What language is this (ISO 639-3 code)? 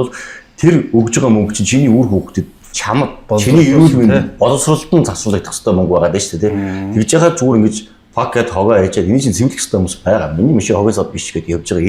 mon